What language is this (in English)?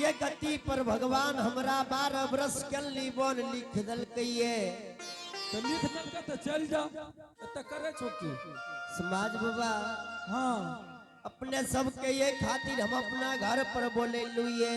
Angika